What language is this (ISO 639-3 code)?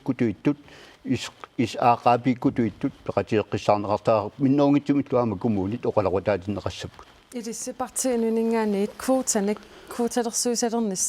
kal